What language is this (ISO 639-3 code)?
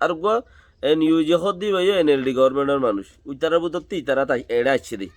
rhg